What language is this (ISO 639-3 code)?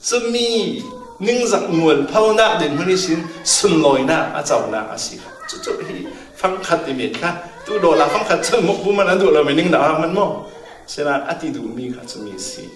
cfm